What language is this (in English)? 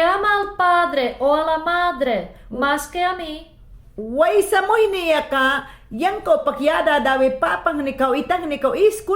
Mayangna